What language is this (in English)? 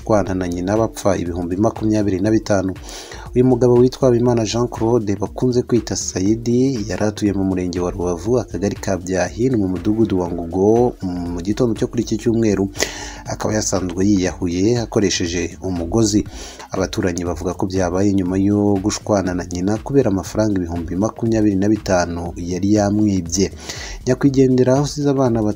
Kinyarwanda